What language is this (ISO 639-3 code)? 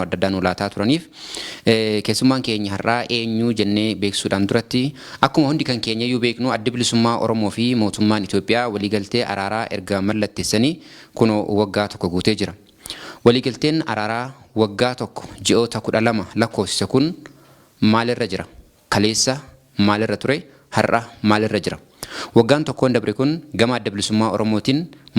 orm